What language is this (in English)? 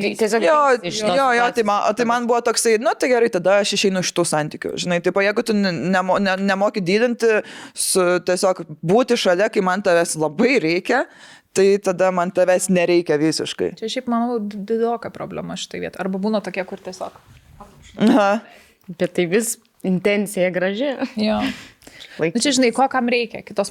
Lithuanian